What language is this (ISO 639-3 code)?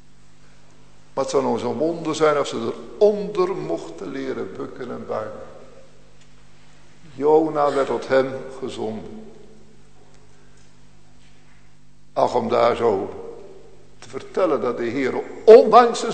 nld